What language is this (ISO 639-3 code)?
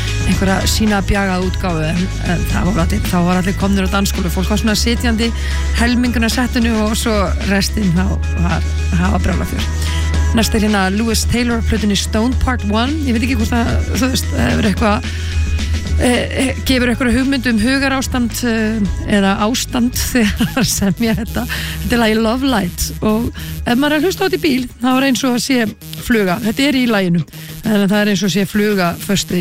isl